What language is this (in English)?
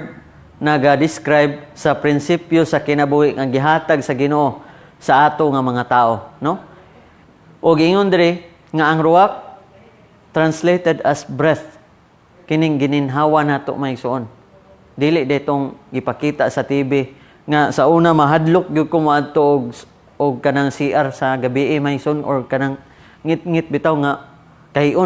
Cebuano